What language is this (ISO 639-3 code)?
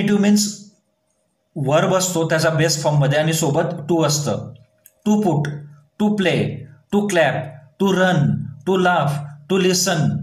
mar